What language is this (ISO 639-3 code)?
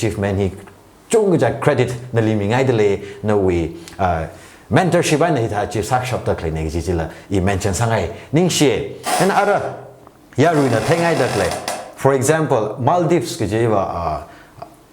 nmf